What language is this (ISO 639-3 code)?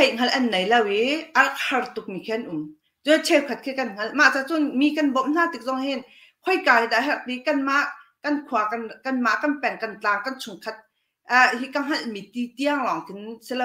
cnh